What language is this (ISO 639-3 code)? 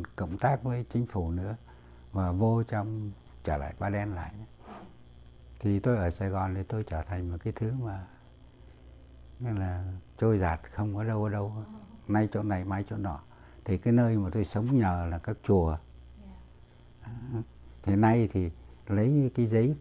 vie